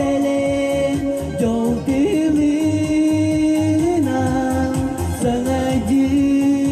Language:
Yakut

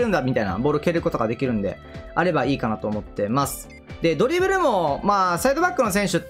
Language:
Japanese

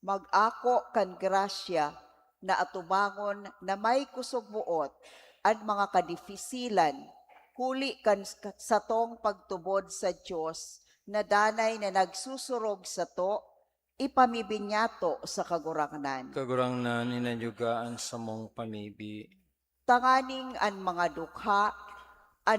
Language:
Bikol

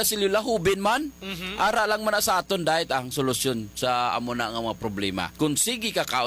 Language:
Hiligaynon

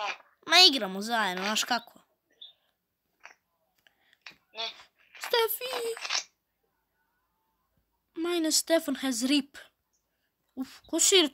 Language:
Croatian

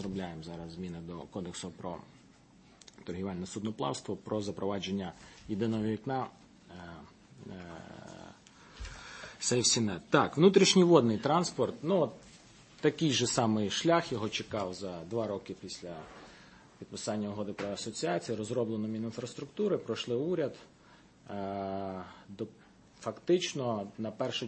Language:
Ukrainian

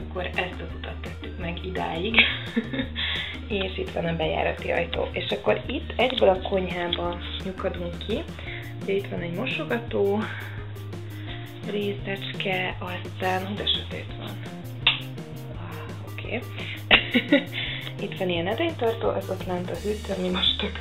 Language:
Hungarian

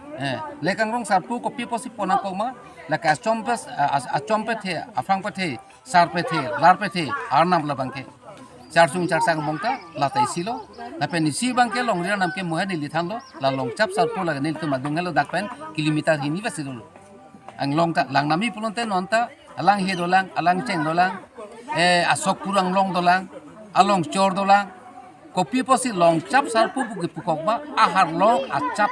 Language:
Karbi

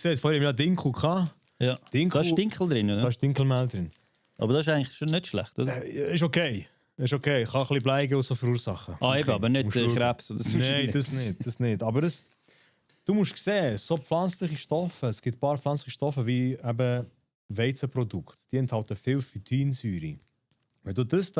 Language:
Swiss German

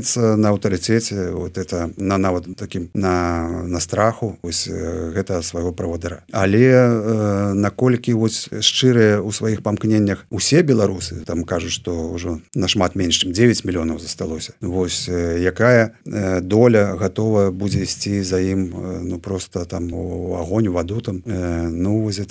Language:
Belarusian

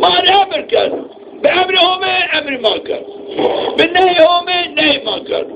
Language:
Zaza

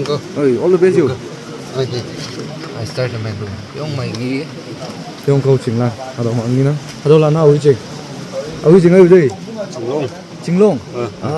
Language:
Naga Pidgin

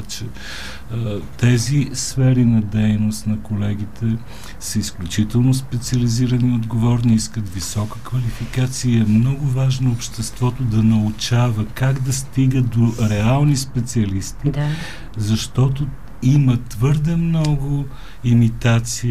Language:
Bulgarian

